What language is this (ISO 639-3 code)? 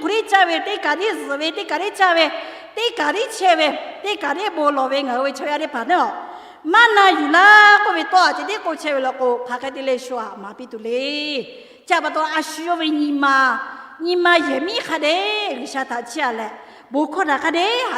lhu